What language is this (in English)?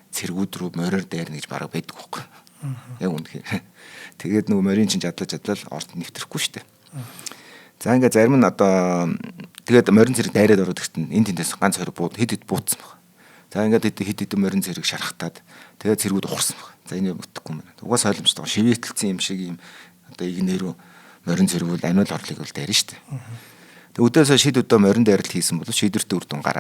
Mongolian